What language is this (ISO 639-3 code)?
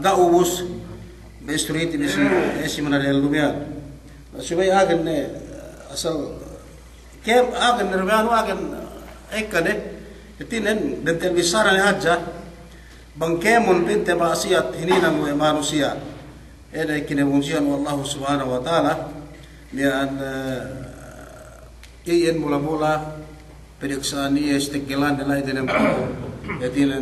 yka